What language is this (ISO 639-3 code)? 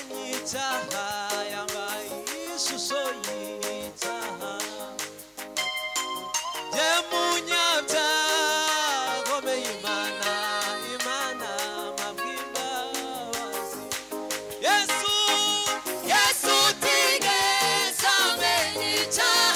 kin